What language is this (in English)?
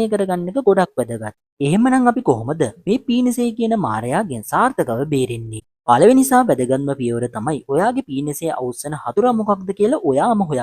Sinhala